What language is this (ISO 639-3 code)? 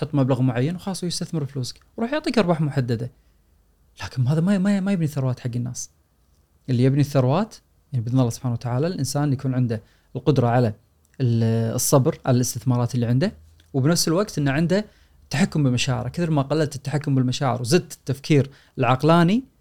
afb